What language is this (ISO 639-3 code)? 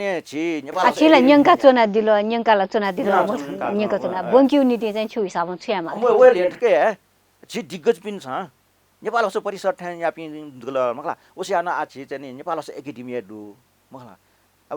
new